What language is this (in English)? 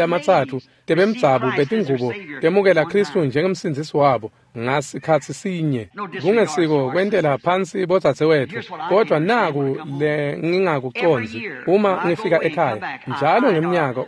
Swati